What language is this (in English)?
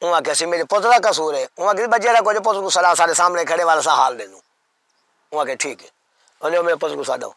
Saraiki